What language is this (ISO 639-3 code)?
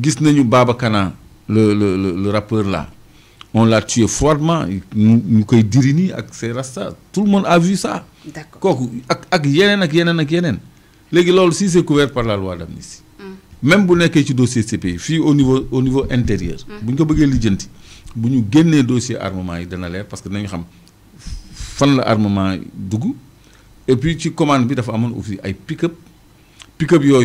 wol